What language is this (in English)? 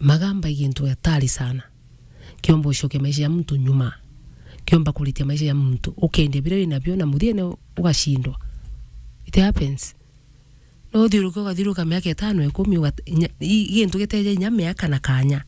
Meru